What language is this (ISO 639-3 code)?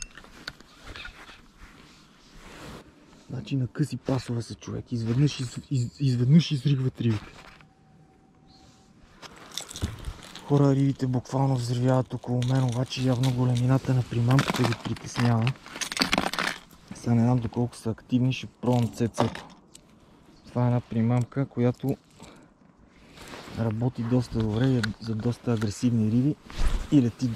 bul